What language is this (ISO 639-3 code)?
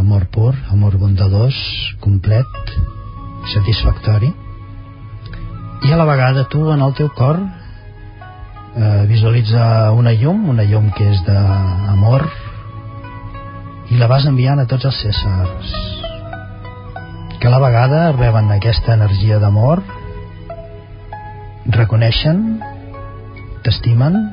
cat